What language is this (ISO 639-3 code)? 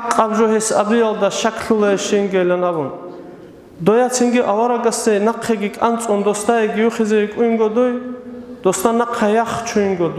ava